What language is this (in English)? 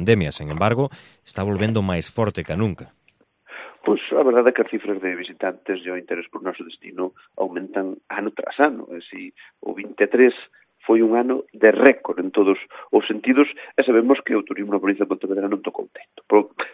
Galician